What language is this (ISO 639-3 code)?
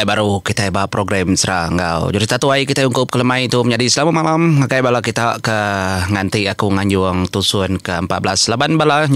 iba